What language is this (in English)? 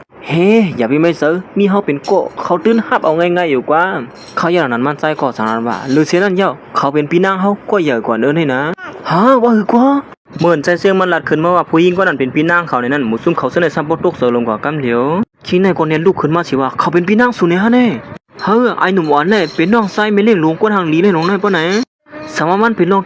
Shan